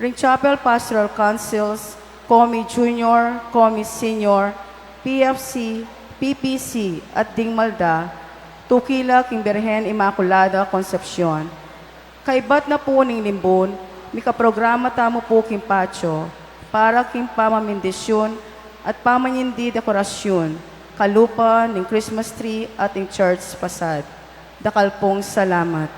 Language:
Pampanga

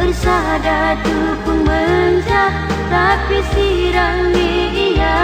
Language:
Batak Karo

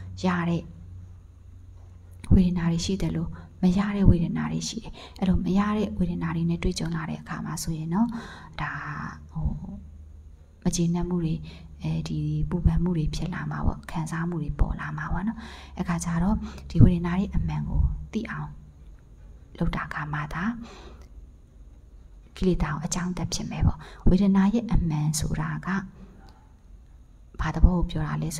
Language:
Burmese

